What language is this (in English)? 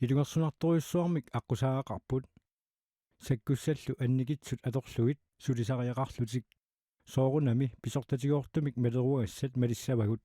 Kalaallisut